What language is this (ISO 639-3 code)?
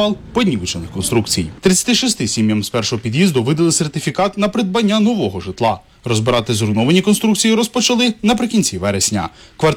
ukr